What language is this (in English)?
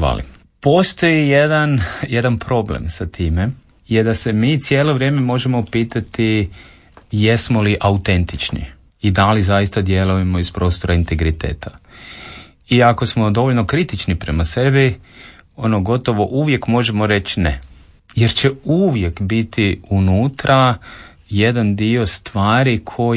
Croatian